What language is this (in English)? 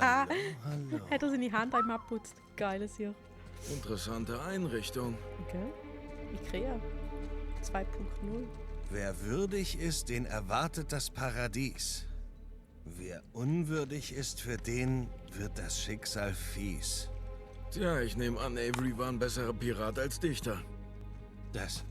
Swiss German